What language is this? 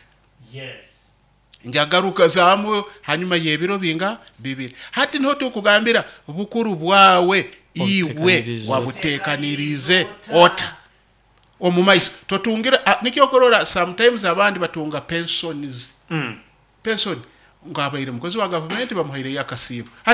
Nyoro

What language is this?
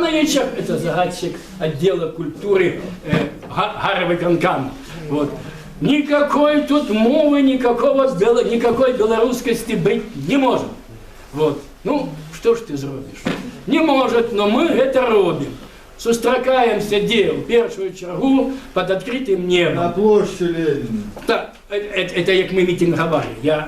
Belarusian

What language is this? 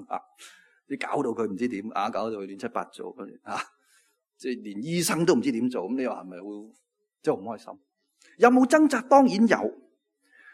Cantonese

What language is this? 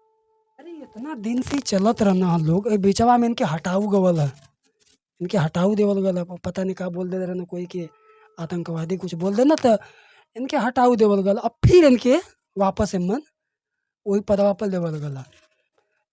Bhojpuri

